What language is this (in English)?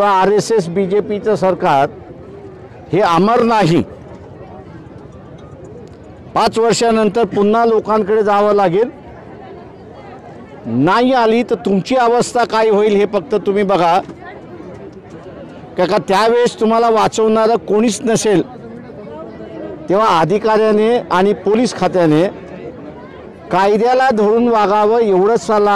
Marathi